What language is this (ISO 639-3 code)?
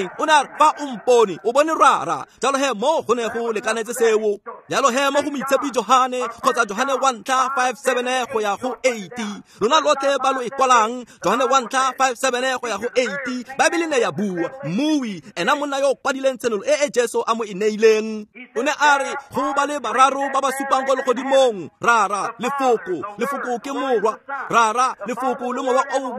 tsn